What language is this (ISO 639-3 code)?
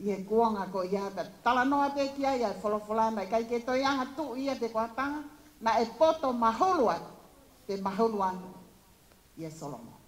ton